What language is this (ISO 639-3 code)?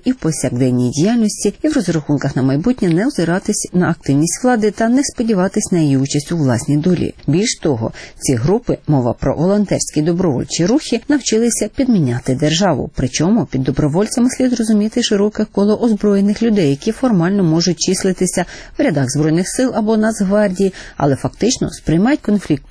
ukr